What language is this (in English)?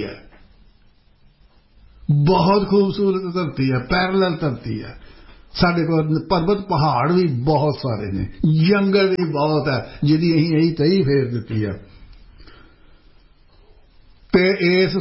Punjabi